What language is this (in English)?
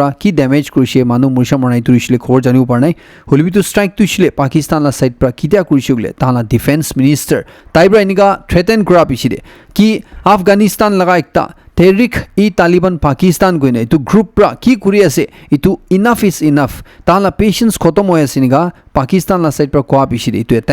Naga Pidgin